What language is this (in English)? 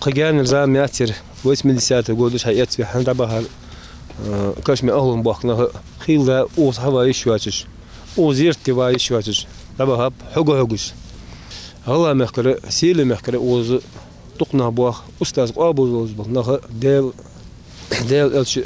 Ingush